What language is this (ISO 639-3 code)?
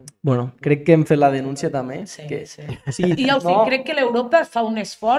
cat